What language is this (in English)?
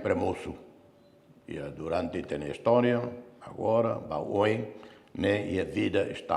Tetum